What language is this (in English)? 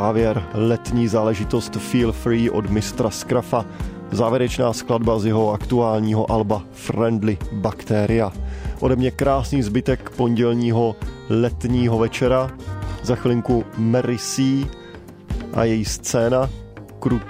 Czech